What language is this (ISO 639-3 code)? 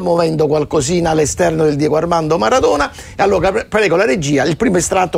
ita